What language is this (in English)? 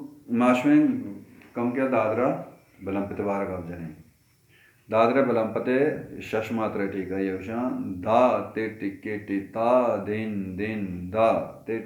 Baluchi